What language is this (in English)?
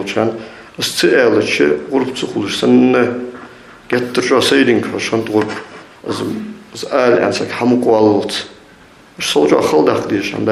Ingush